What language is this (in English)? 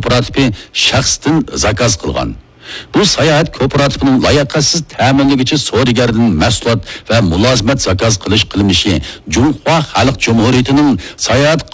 Uyghur